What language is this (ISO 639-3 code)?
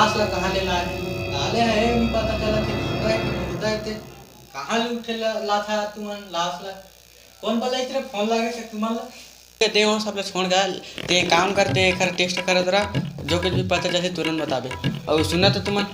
hne